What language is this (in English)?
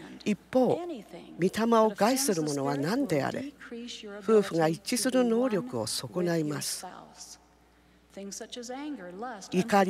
Japanese